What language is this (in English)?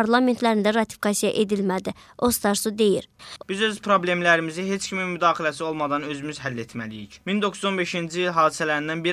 Azerbaijani